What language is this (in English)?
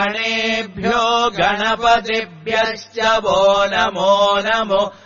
Sanskrit